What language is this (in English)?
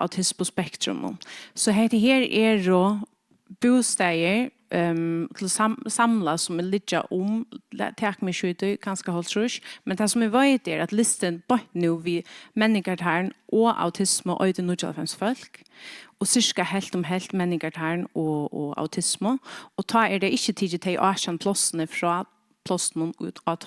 Faroese